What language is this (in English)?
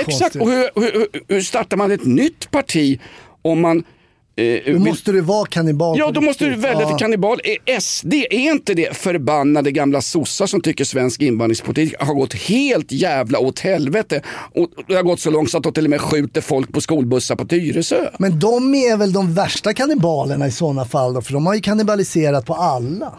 Swedish